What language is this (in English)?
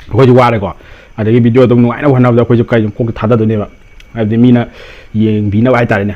Manipuri